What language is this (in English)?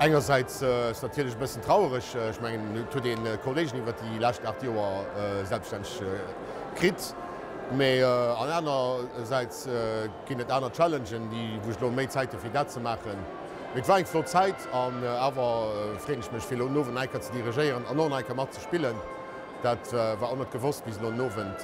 Luxembourgish